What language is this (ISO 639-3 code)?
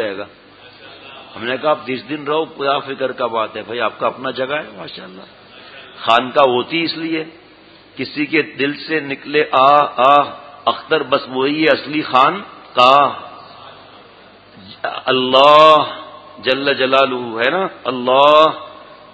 urd